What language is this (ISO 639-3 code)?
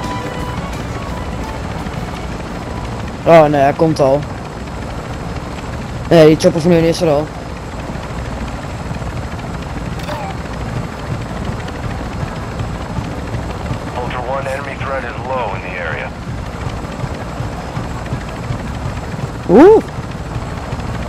nld